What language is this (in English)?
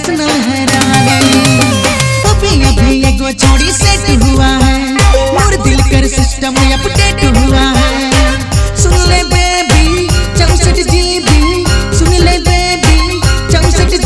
Sadri